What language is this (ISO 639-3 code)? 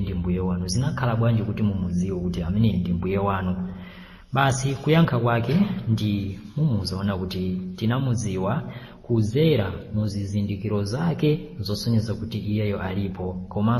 nya